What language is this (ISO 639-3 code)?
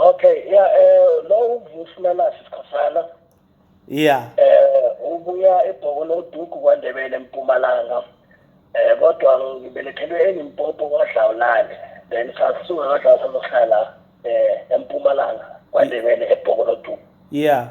zul